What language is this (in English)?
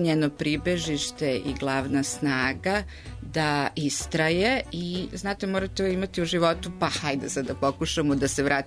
Serbian